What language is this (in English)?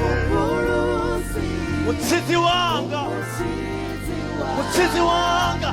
Venda